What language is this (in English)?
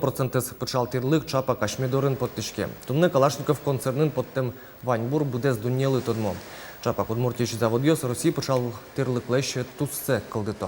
Udmurt